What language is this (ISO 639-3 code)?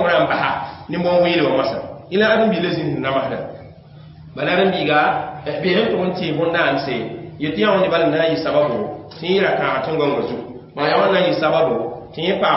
mos